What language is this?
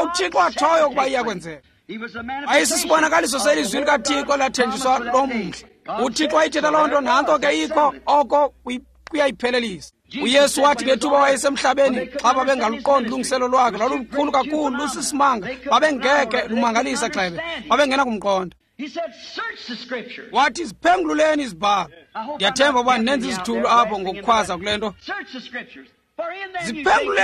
Xhosa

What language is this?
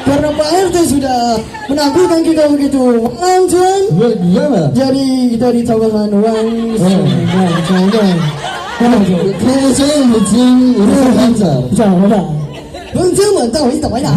Betawi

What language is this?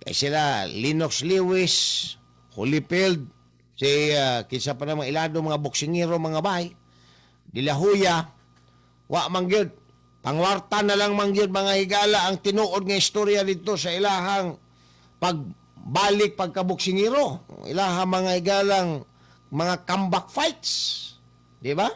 Cebuano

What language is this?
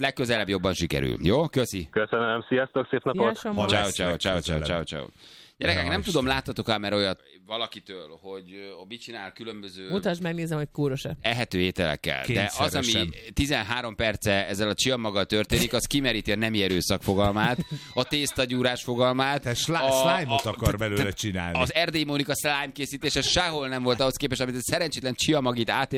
Hungarian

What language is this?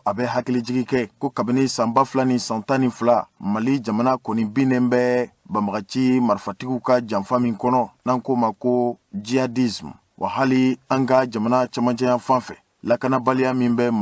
Bambara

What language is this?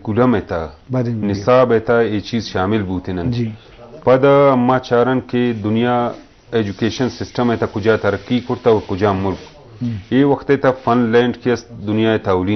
Eastern Balochi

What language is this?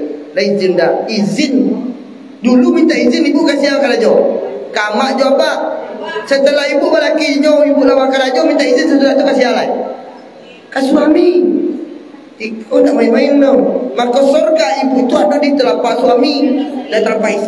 Minangkabau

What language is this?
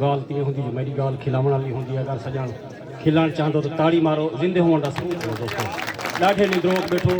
Saraiki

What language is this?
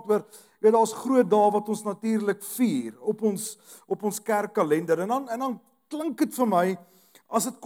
Afrikaans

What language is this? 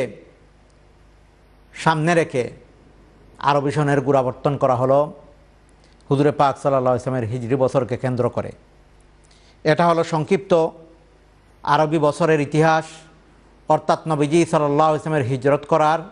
Bangla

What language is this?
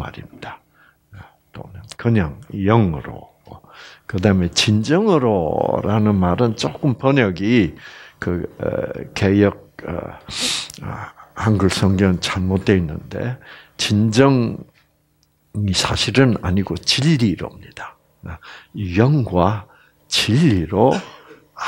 Korean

